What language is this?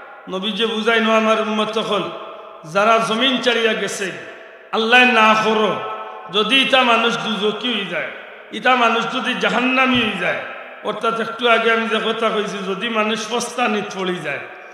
Sylheti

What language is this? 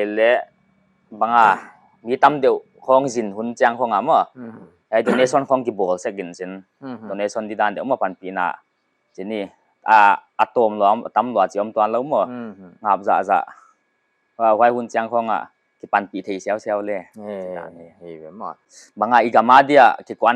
Paite Chin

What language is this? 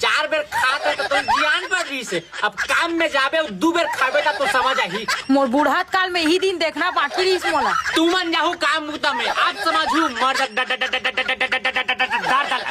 Chhattisgarhi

